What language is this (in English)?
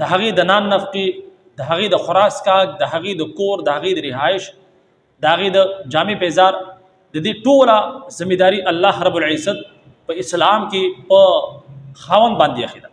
Pashto